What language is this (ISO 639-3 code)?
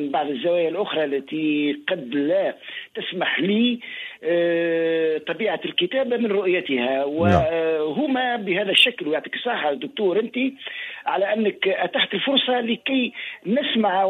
aeb